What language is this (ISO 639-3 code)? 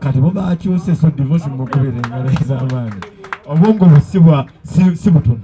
lug